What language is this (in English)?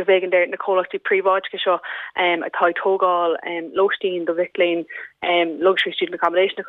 Irish